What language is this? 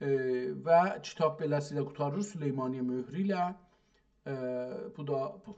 South Azerbaijani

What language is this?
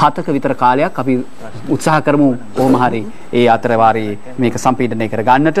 Sinhala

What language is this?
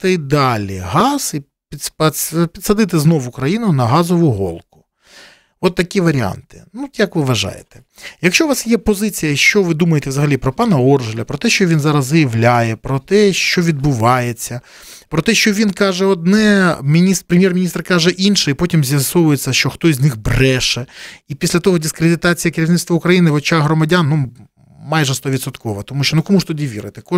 Ukrainian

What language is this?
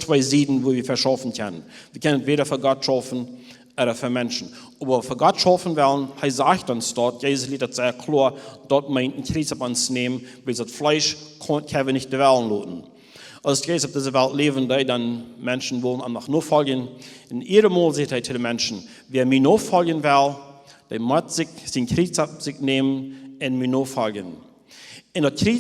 Plautdietsch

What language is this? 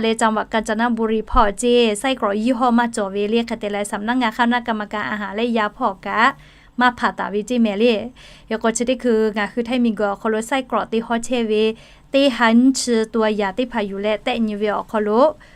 Lahu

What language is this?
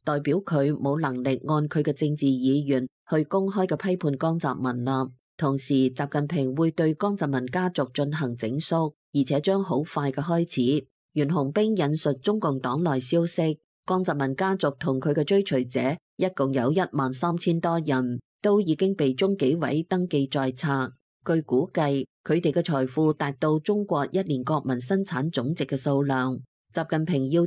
Cantonese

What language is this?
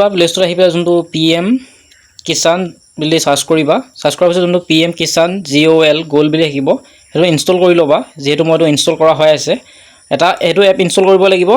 Assamese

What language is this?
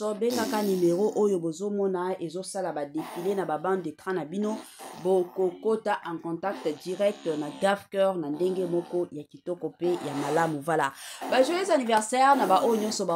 Lingala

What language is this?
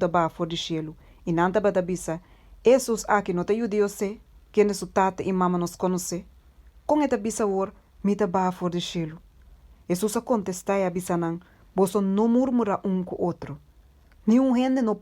Papiamento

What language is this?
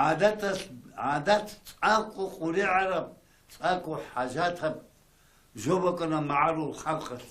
Avaric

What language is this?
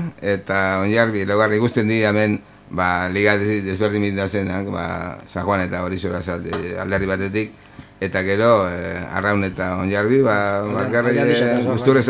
Basque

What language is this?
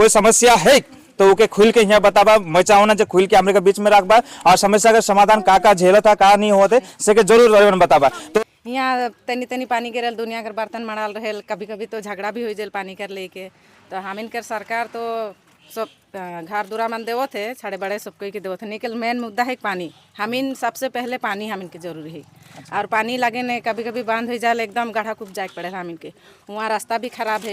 Sadri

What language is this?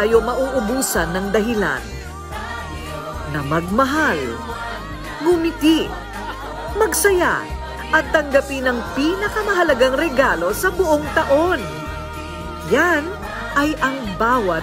Filipino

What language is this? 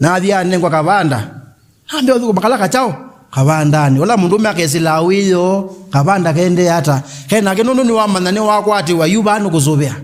Kamba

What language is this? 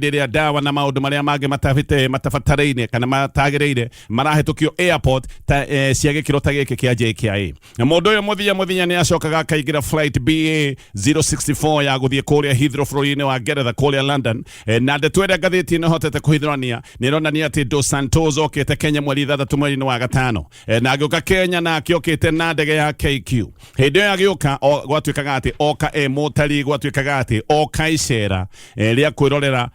Kikuyu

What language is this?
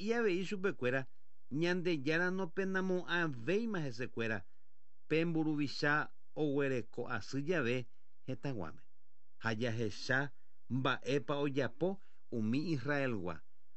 Guarani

